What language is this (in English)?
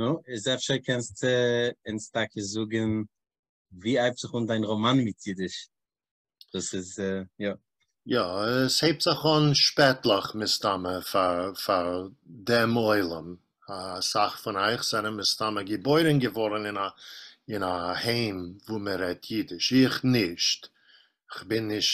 Yiddish